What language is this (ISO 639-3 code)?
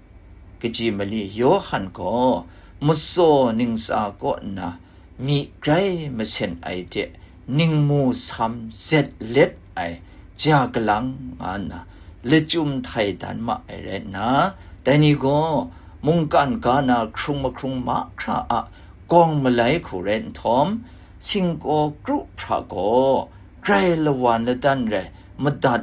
kac